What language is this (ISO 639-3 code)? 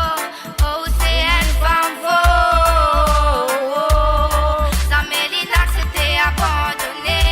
mfe